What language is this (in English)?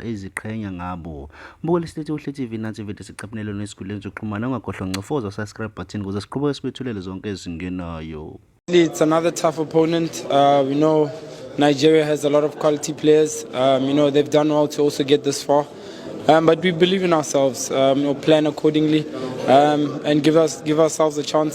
Zulu